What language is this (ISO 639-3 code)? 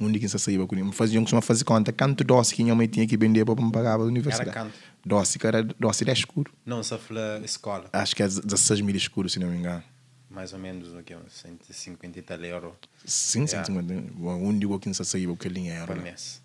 kea